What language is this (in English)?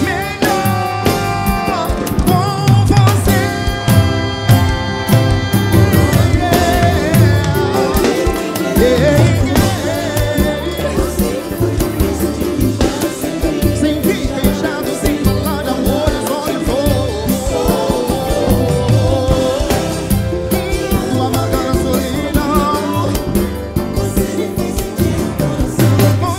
Portuguese